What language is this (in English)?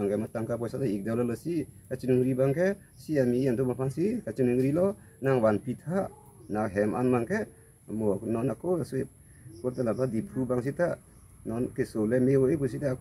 Karbi